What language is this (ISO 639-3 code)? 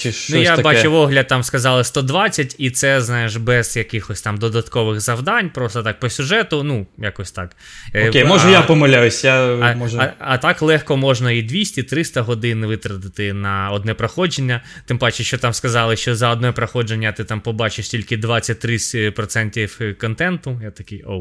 ukr